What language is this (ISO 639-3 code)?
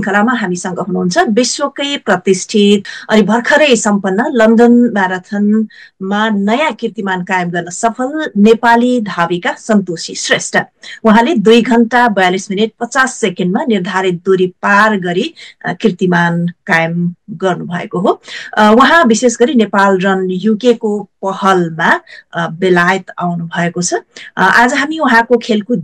nep